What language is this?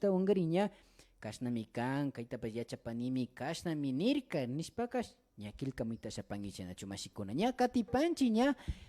Imbabura Highland Quichua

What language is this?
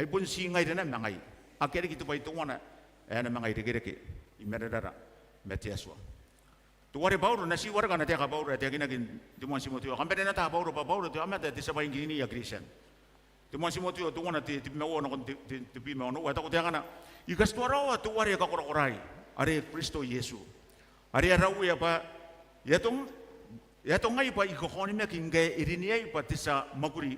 Gilbertese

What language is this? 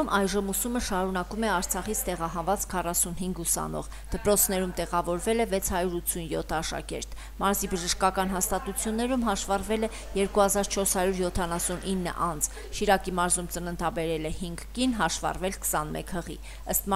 Armenian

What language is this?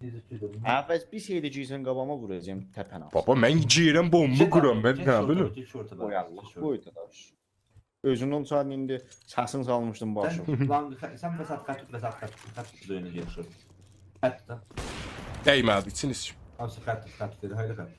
South Azerbaijani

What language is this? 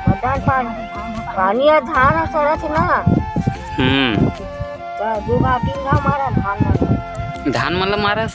Chhattisgarhi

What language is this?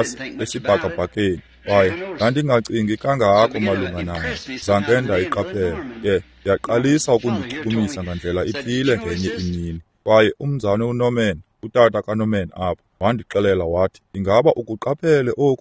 Xhosa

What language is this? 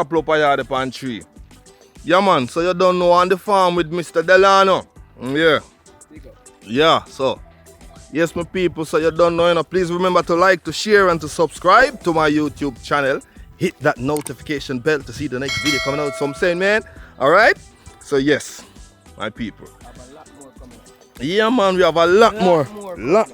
Jamaican Creole English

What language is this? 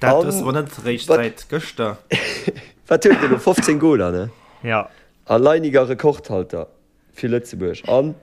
Luxembourgish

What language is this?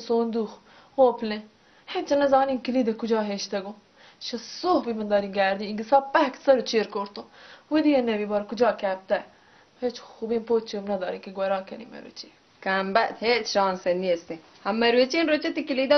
Baluchi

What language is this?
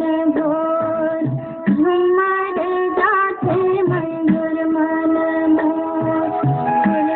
Chhattisgarhi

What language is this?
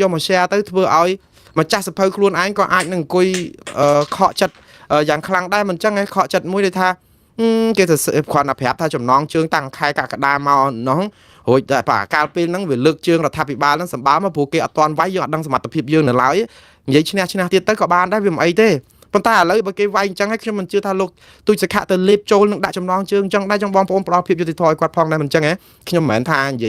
Khmer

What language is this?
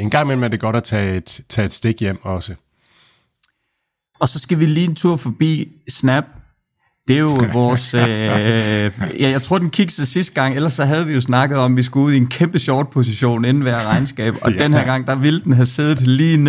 Danish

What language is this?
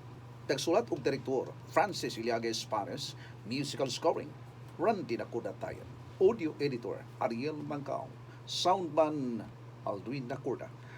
Cebuano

